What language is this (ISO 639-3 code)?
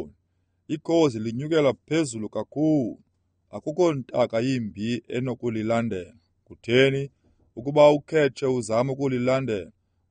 xho